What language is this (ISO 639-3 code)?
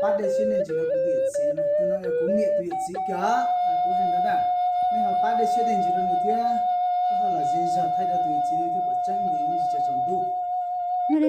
hmn